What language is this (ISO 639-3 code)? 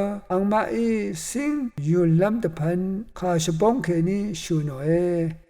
raw